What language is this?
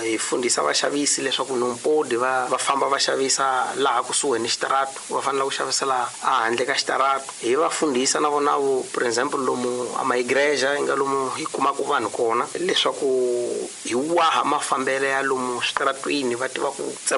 Tsonga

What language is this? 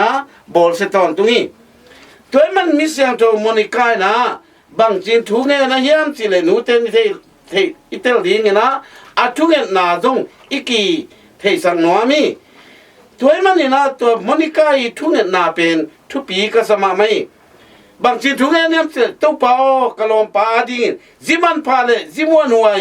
Tedim Chin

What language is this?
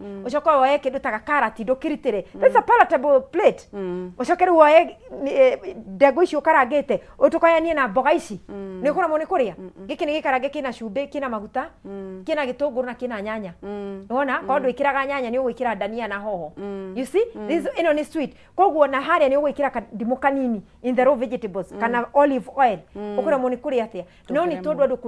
Kikuyu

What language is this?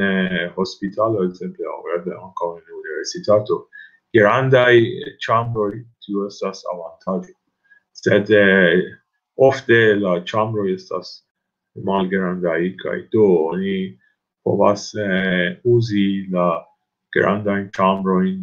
Esperanto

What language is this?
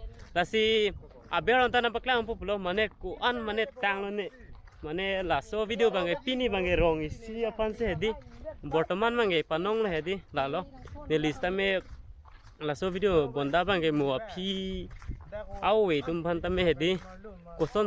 Karbi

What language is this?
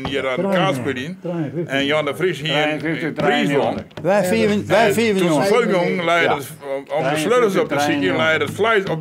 Western Frisian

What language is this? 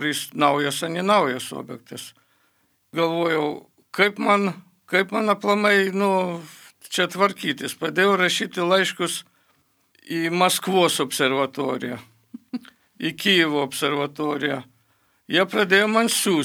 Lithuanian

